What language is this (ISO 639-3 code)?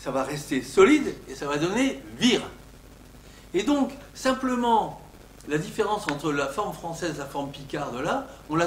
fra